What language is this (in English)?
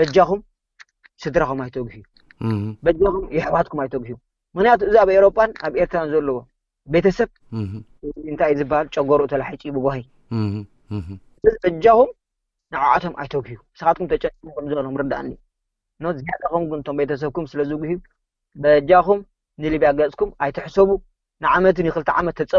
Tigrinya